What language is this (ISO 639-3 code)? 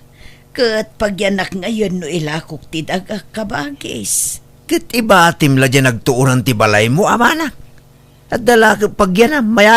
ilo